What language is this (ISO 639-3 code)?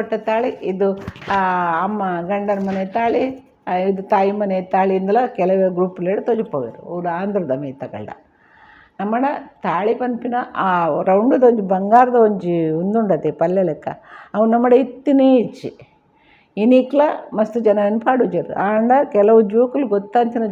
tcy